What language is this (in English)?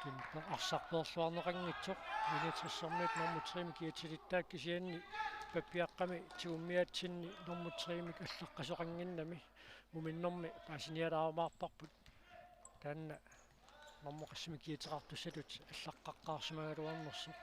Kalaallisut